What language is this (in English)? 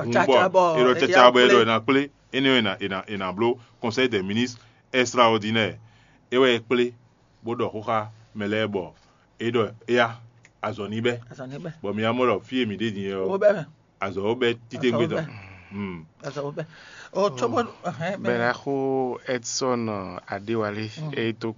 Fon